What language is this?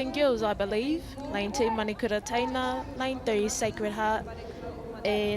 Māori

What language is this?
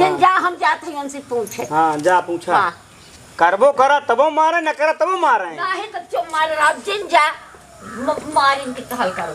Awadhi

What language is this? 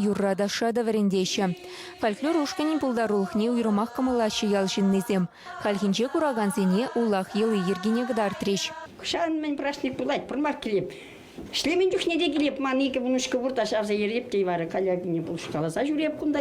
Chuvash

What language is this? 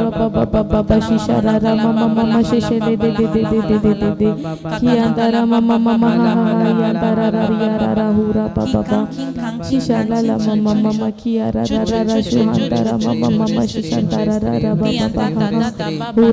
Tem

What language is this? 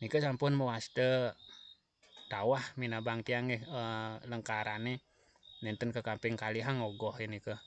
Balinese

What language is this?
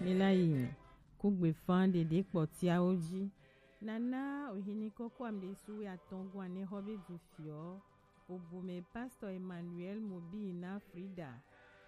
Gen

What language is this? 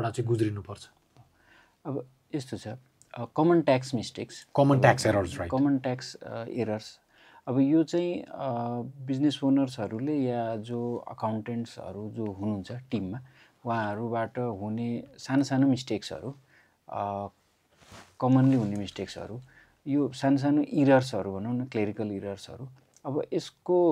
Nepali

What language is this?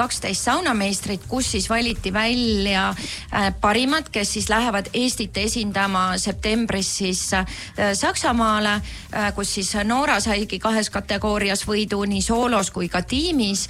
Estonian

